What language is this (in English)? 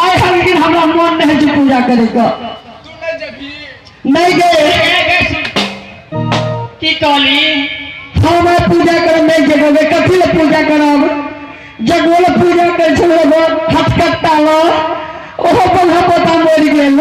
Maithili